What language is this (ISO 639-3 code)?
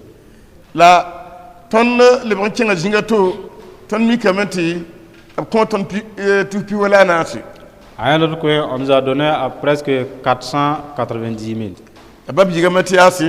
mos